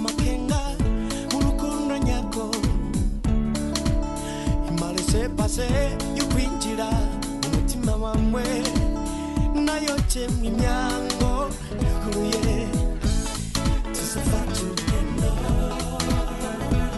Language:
Kinyarwanda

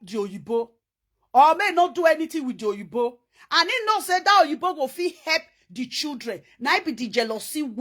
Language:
Nigerian Pidgin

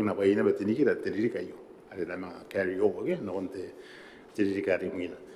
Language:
Gilbertese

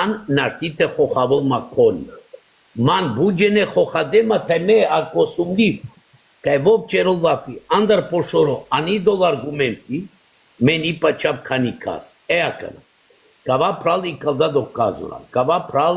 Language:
Balkan Romani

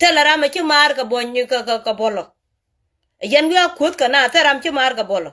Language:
Nuer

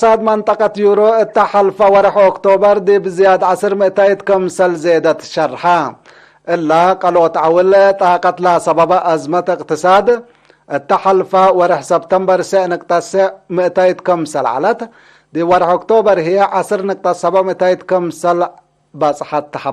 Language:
Tigre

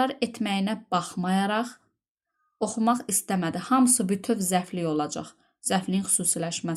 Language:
Azerbaijani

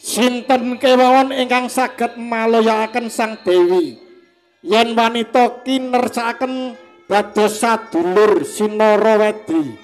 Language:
Javanese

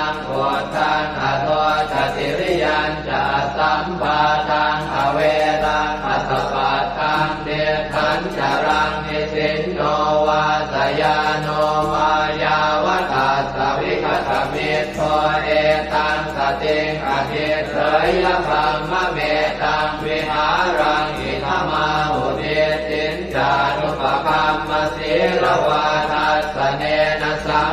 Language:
Pali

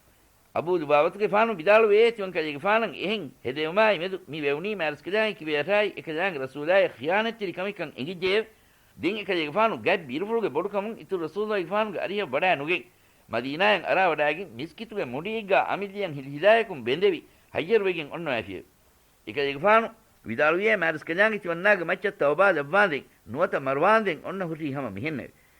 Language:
Divehi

